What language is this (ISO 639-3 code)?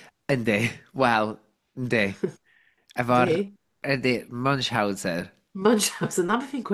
cym